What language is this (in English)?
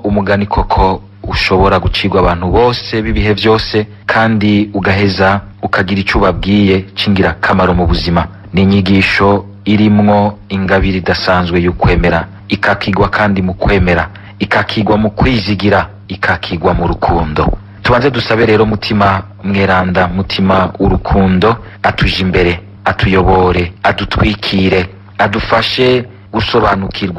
Rundi